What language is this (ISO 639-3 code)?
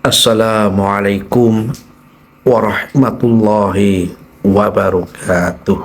jav